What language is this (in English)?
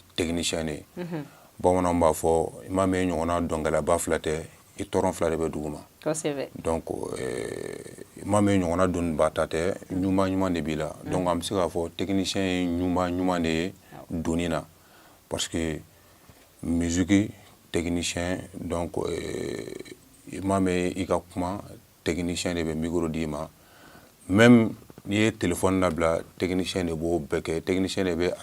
Bambara